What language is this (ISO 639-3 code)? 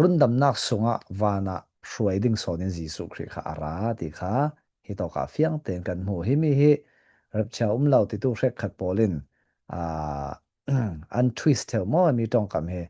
cfm